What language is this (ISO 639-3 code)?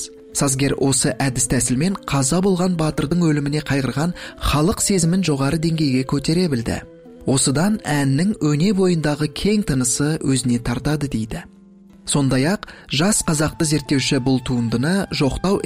kaz